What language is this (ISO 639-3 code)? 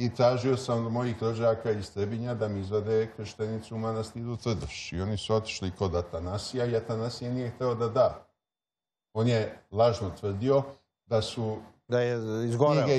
srp